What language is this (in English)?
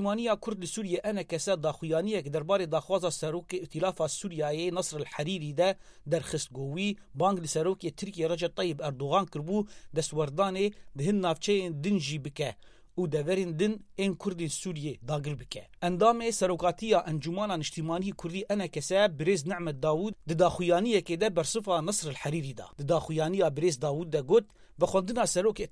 Kurdish